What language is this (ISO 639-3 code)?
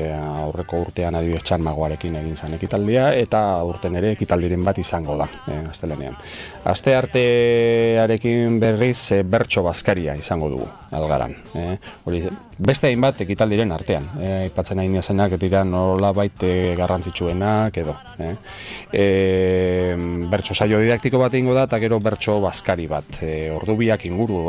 eus